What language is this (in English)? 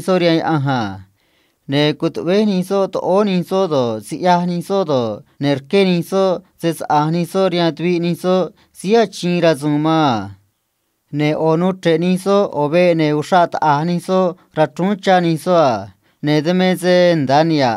Copala Triqui